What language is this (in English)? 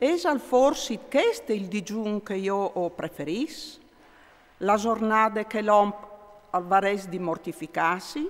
Friulian